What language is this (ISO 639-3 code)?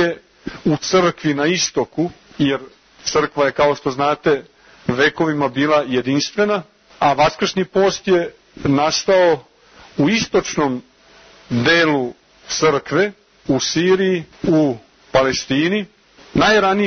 srp